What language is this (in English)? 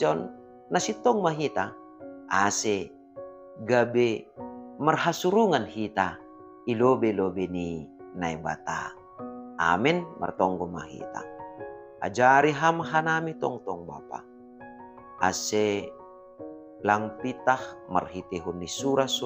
Batak Simalungun